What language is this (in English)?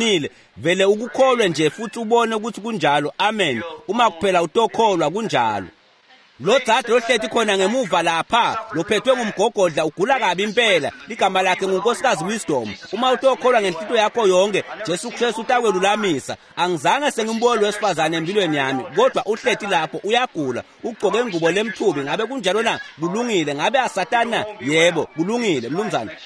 Swati